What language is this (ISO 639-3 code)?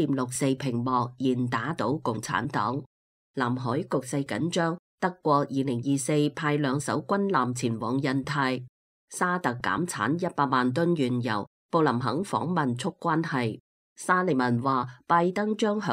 yue